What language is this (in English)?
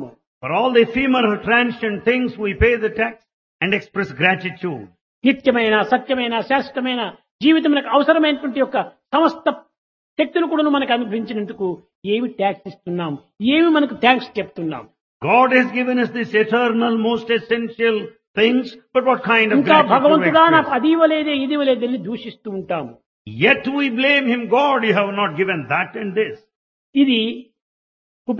Telugu